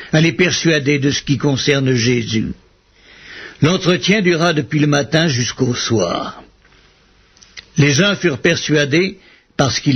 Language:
French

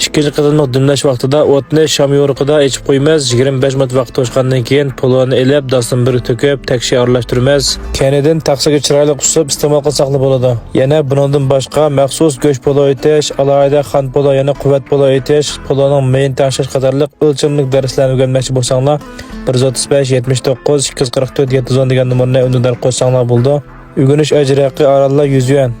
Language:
Uyghur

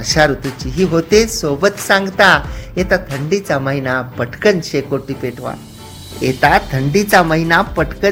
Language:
Marathi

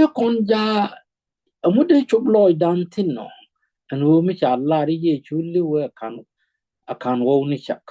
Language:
Nuer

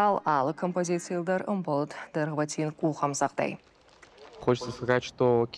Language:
Ossetic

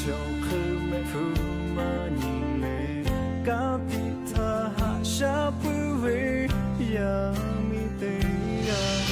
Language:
Lahu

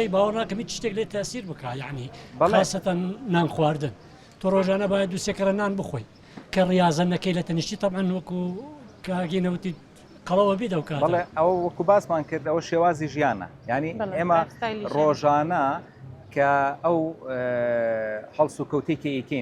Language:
Central Kurdish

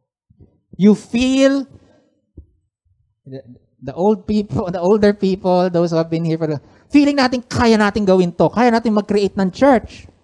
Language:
Filipino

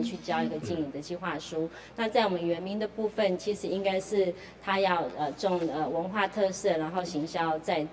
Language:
Chinese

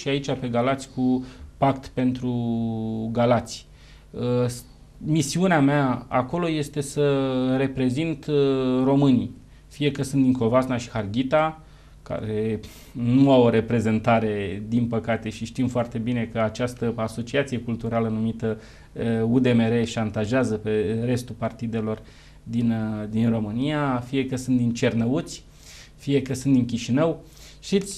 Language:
Romanian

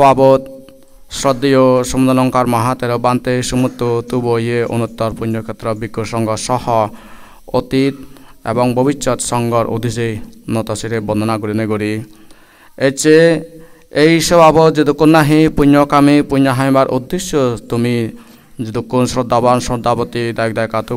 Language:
Chakma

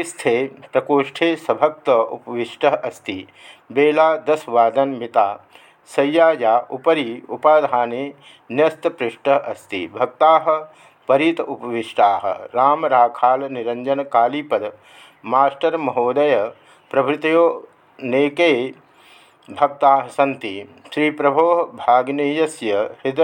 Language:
Sanskrit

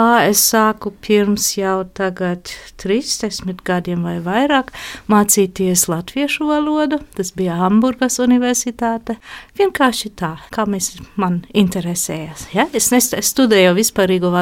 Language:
Latvian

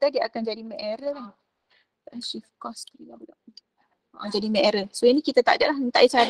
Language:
Malay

